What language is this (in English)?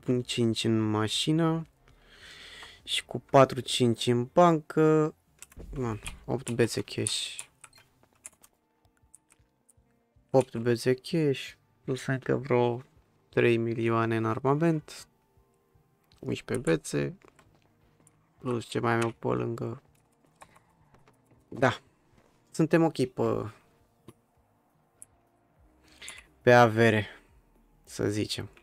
Romanian